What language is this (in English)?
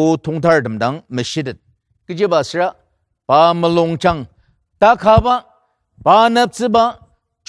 Ao Naga